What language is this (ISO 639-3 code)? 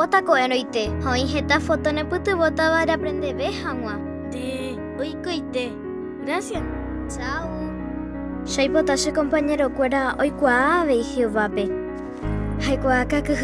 grn